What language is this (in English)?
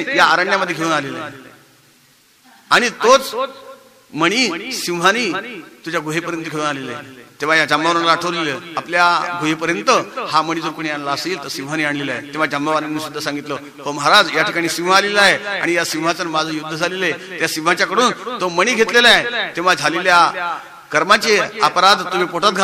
Marathi